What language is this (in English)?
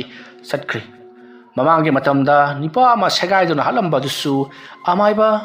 Manipuri